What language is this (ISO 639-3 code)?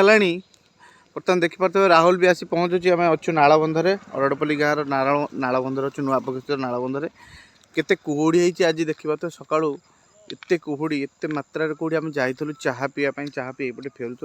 ori